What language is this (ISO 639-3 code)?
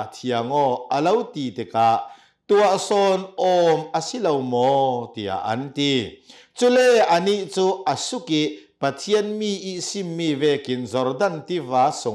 cnh